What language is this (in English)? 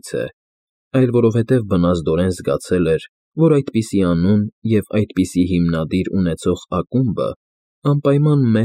Armenian